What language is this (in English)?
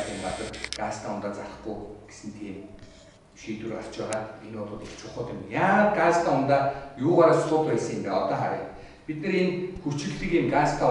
Mongolian